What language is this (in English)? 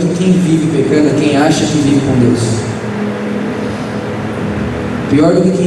Portuguese